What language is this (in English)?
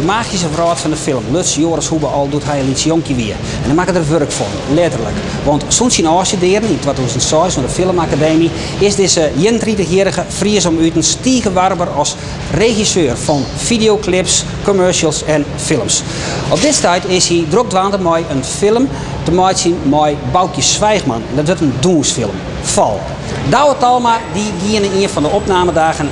Western Frisian